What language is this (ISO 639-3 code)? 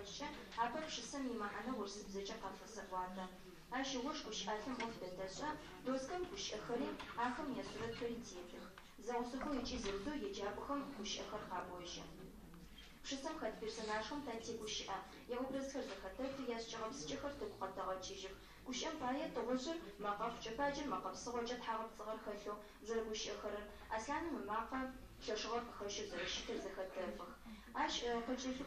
ady